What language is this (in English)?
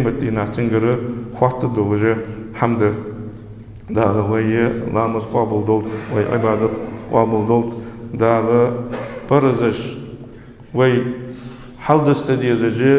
Ingush